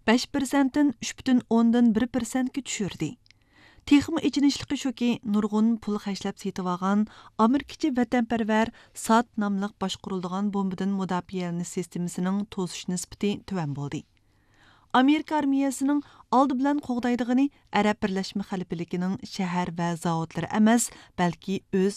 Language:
Uyghur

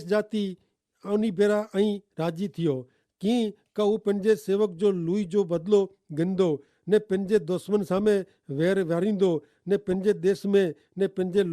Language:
Kachhi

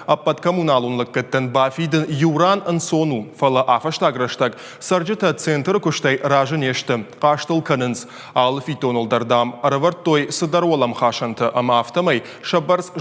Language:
Ossetic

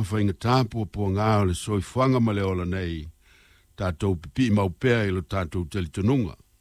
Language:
Samoan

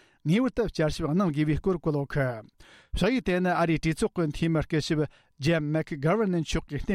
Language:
Tibetan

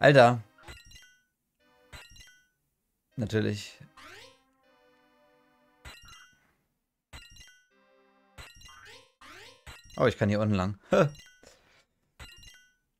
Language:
German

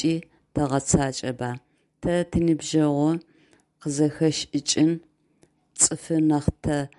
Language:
Adyghe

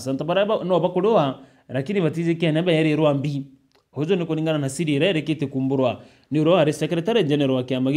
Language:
Meru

